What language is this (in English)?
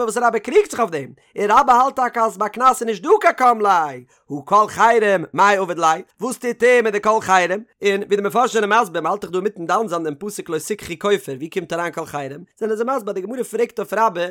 Yiddish